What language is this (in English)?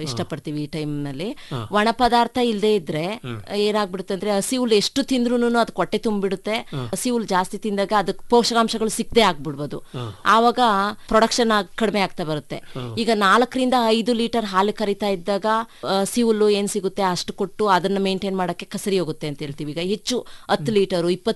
Kannada